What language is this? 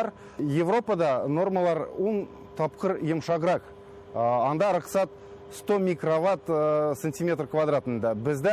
Tatar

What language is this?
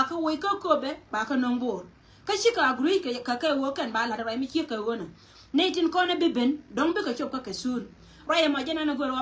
Nuer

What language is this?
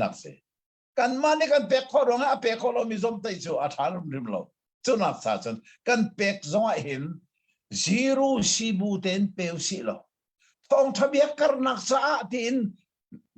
Hakha Chin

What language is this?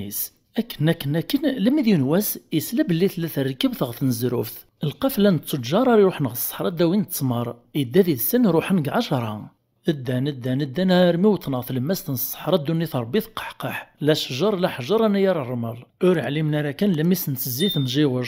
Kabyle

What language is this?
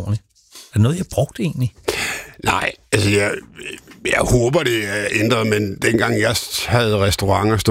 Danish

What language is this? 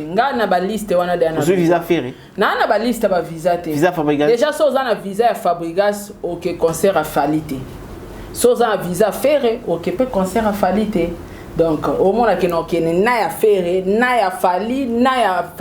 Lingala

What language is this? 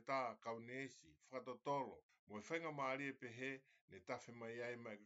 Tongan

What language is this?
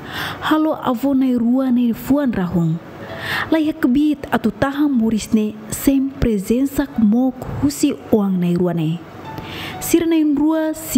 Tetum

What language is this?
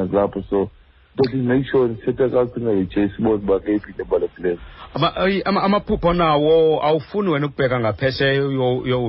Xhosa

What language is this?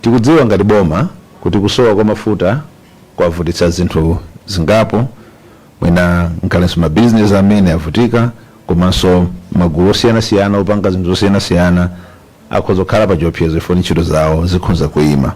Nyanja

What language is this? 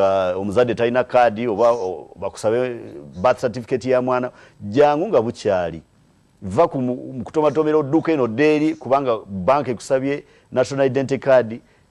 Ganda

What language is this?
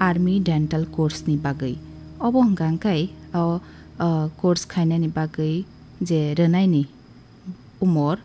Kok Borok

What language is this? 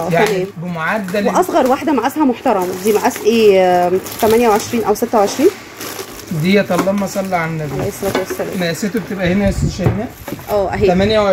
Egyptian Arabic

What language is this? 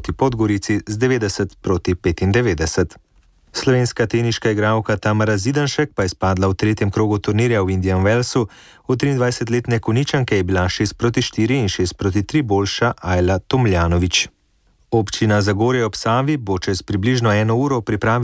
Slovenian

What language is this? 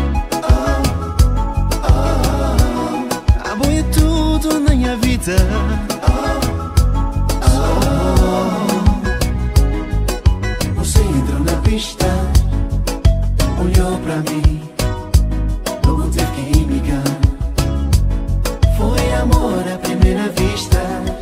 Portuguese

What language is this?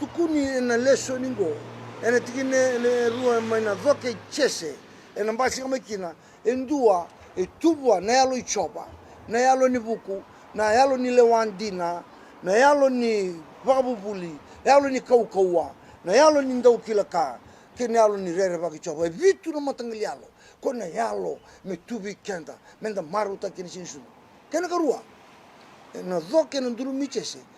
Fijian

